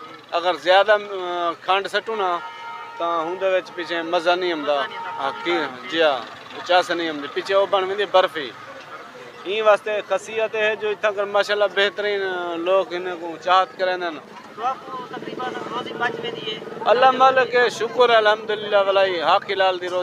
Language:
Saraiki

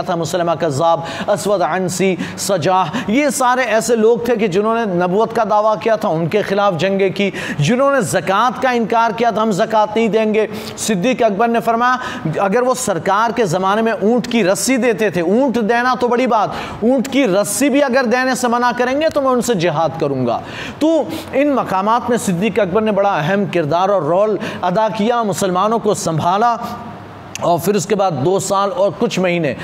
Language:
Urdu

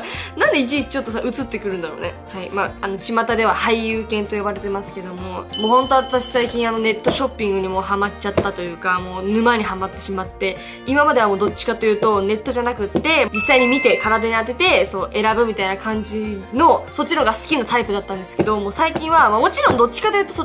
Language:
Japanese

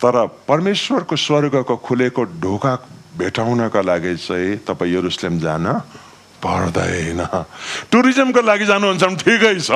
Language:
Nepali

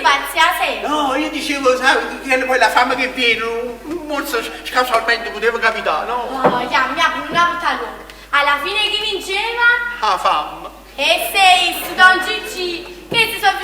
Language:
Neapolitan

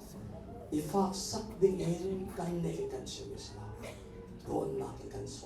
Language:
Hakha Chin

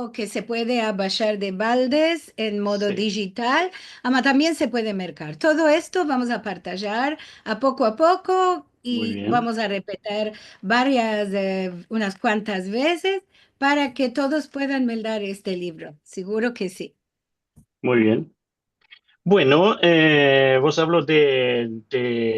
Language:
Ladino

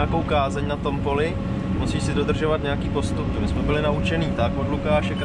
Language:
Czech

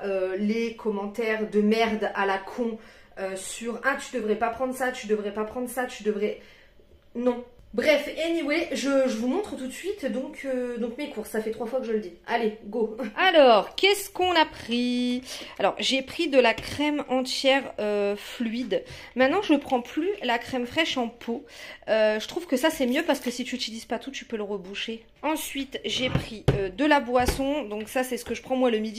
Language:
French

